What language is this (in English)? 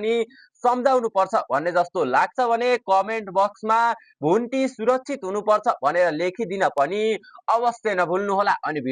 Nepali